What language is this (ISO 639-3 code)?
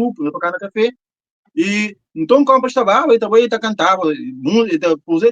kea